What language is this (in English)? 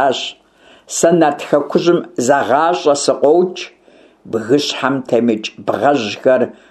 Kabardian